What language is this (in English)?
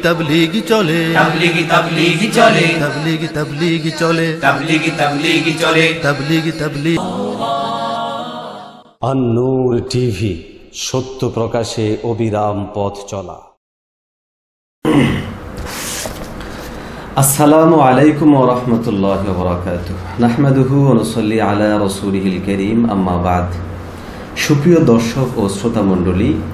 Bangla